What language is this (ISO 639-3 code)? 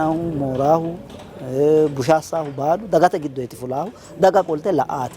sid